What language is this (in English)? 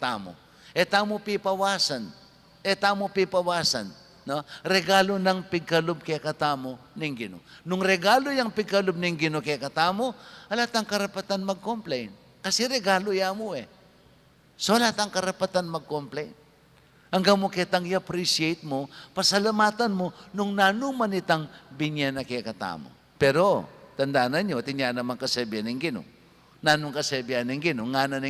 Pampanga